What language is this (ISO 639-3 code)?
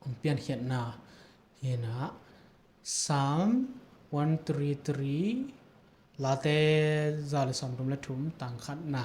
ctd